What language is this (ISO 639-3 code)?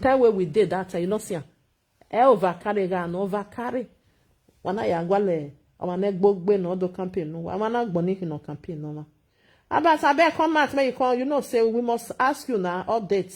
pcm